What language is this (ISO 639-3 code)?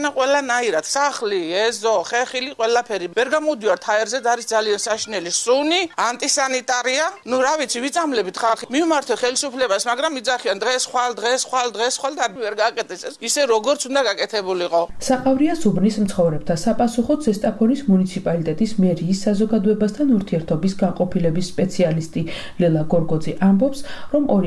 kat